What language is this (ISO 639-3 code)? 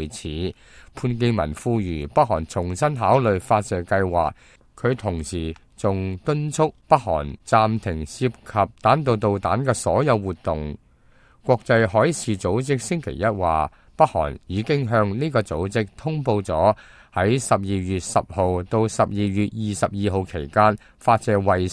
yue